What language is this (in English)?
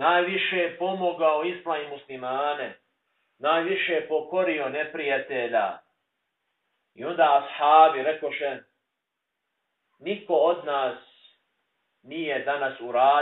Bosnian